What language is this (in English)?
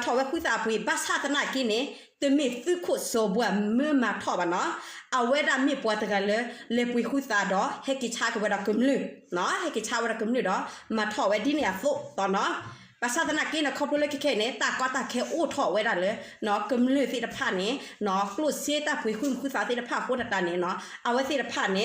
S'gaw Karen